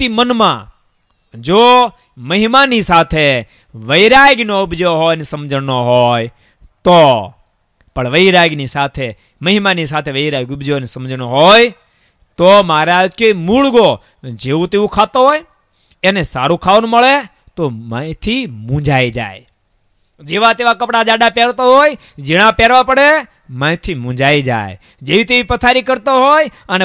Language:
Gujarati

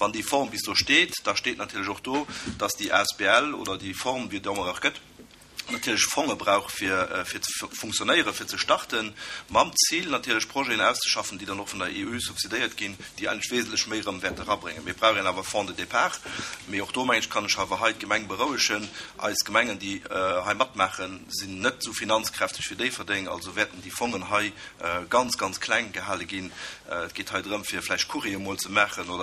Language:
Luxembourgish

